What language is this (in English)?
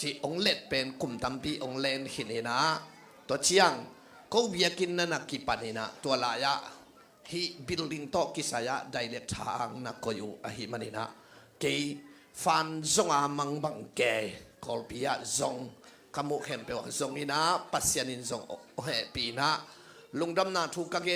Tedim Chin